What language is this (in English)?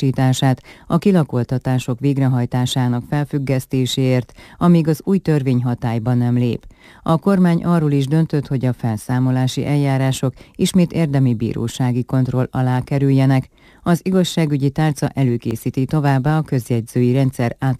Hungarian